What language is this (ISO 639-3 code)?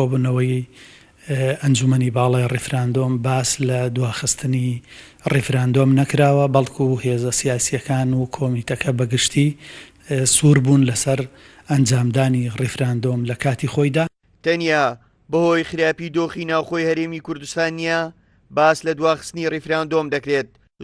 ckb